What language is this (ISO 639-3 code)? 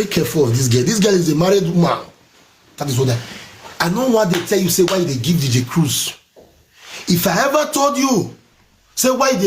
pcm